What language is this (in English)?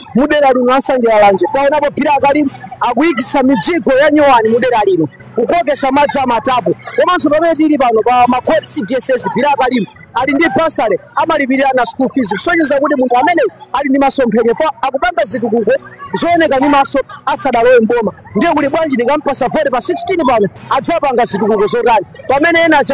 Nyanja